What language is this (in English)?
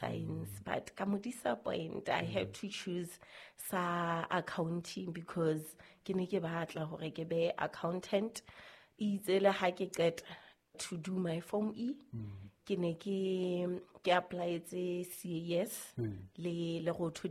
Southern Sotho